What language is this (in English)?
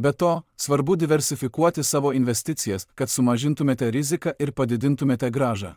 Lithuanian